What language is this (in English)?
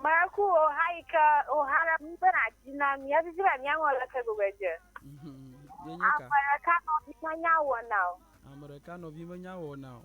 Ewe